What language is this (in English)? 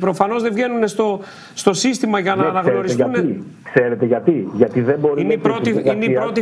Greek